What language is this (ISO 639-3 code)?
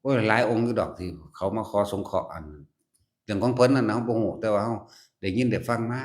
lao